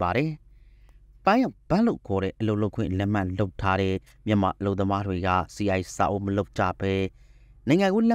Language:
Burmese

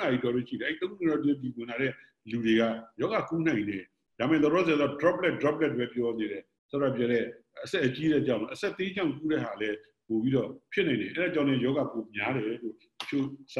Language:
Burmese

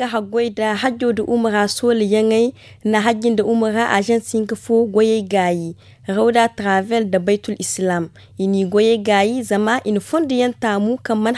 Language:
Zarma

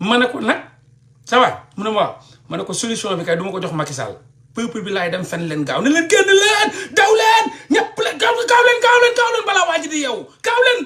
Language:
Wolof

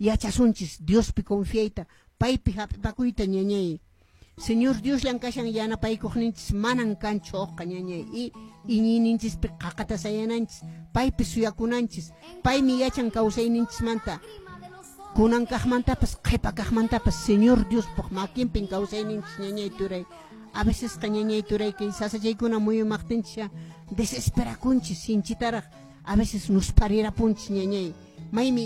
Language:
Quechua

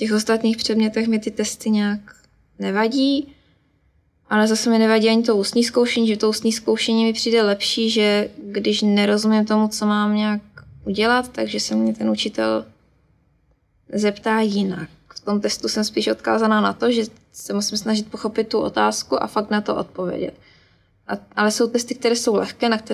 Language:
Czech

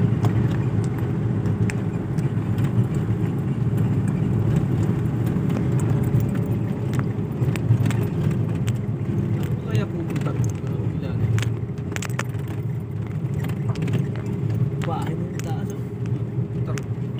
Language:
Filipino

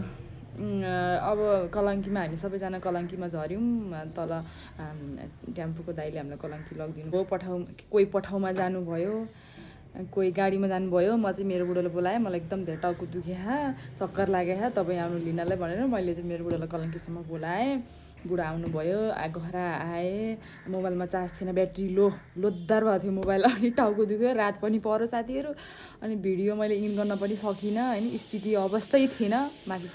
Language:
Nepali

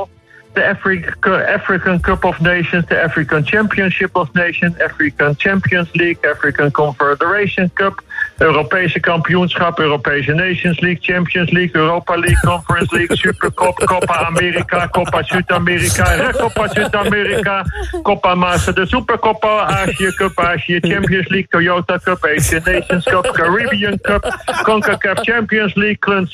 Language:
Dutch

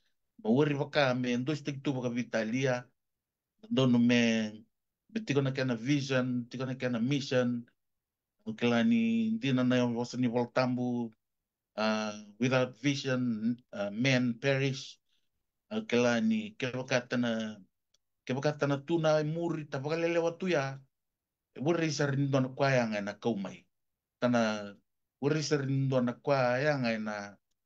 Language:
Fijian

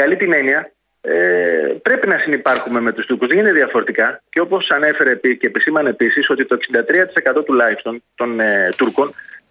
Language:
Greek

